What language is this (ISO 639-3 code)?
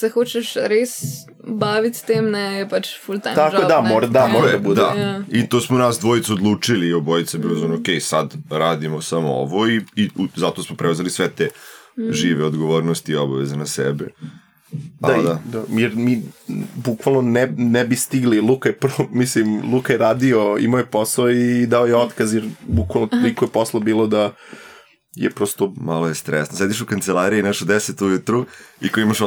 srp